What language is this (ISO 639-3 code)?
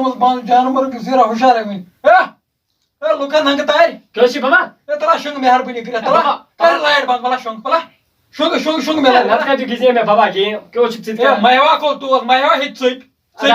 kas